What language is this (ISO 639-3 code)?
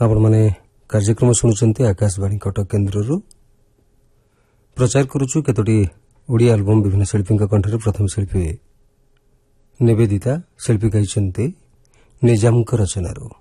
ori